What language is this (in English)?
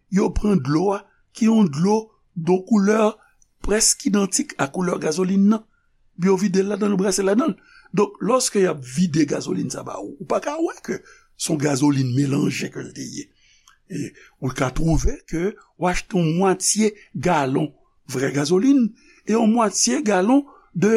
Haitian Creole